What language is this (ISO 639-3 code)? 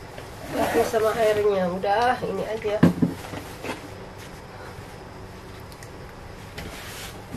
ind